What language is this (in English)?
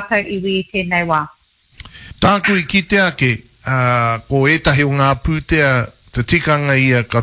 Māori